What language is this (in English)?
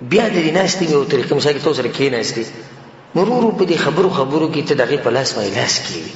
Pashto